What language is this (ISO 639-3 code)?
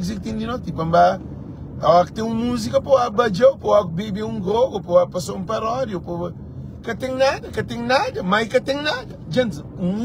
kea